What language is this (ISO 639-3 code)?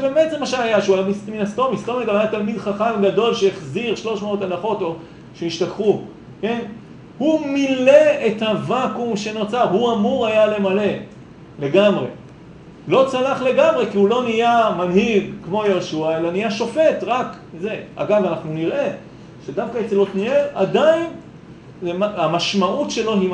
heb